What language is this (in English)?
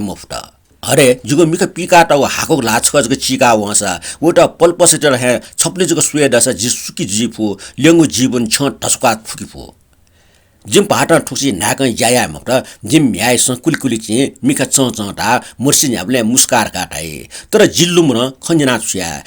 Newari